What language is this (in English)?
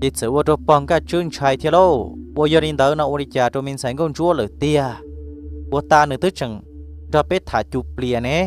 Hmong